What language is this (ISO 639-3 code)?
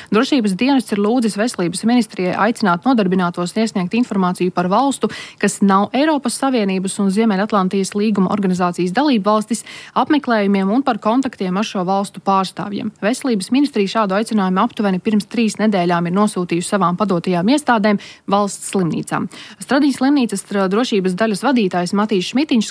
lav